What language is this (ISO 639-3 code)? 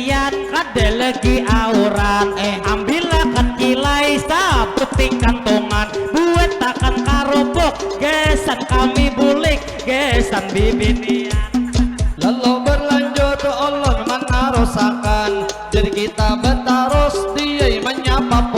bjn